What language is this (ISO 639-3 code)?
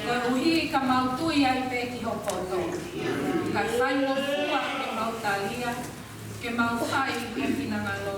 ton